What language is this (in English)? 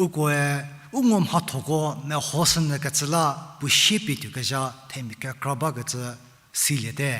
Angami Naga